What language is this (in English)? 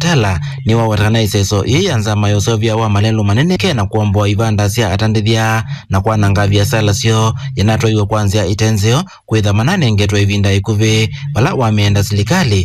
Kamba